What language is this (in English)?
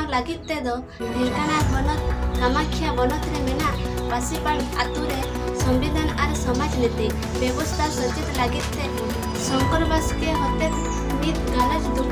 Santali